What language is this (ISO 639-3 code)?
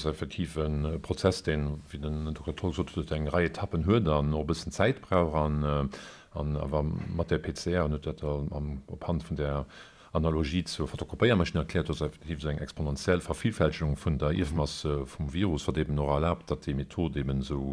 ltz